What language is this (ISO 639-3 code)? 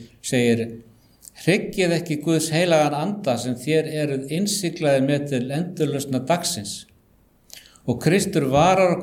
isl